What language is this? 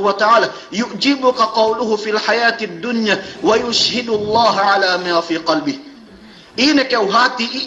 Yakan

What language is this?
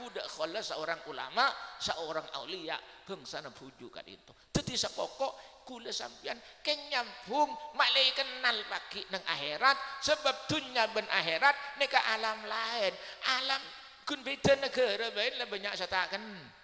Madurese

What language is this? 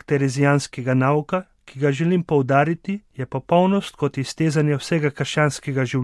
Slovenian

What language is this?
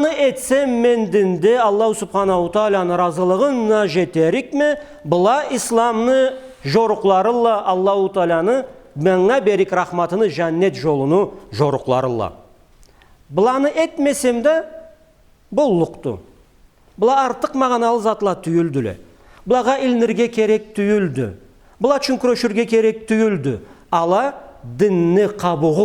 Karachay-Balkar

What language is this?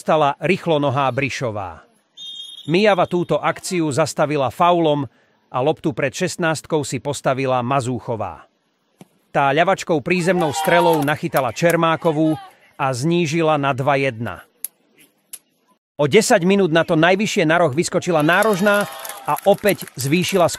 Slovak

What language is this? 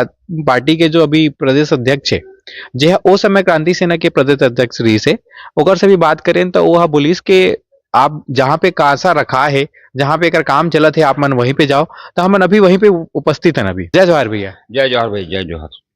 Chhattisgarhi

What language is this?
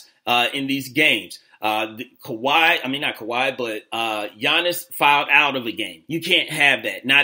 English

